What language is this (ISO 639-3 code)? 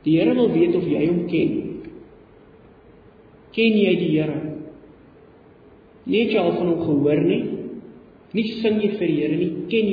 afr